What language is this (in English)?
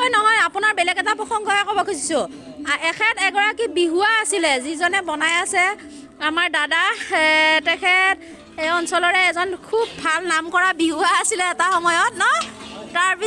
Assamese